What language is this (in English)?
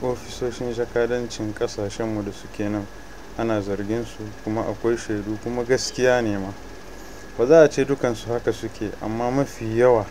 Hausa